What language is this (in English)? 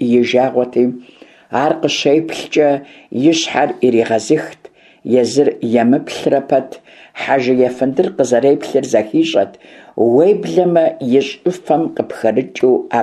Kabardian